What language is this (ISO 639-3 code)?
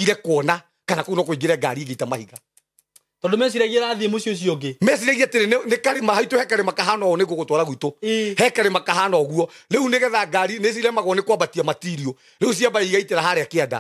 kik